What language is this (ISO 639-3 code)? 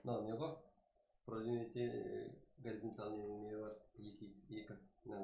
kaa